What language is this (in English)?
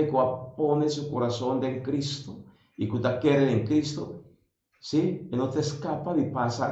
Papiamento